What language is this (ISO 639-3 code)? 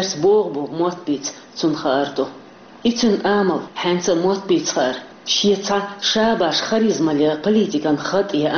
che